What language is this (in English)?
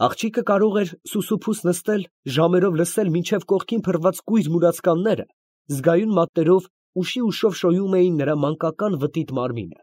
Armenian